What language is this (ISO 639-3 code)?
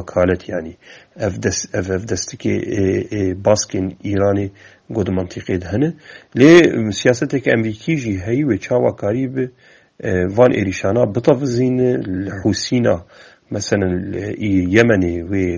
kur